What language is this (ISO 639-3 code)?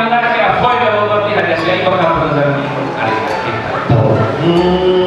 nia